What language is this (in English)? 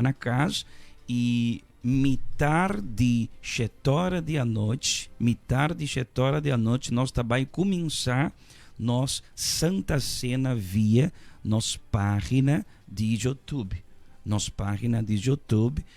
Papiamento